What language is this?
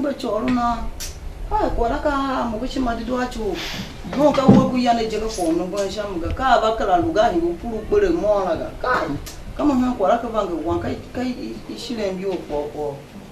Tiv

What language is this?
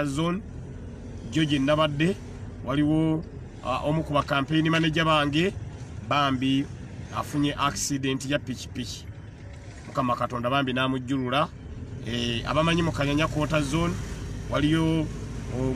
Ganda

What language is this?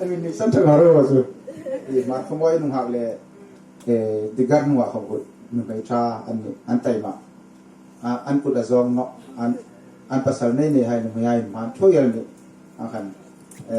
Hmar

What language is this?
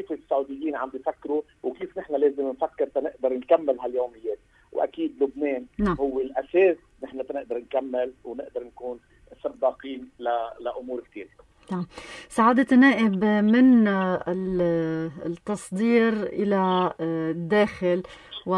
North Levantine Arabic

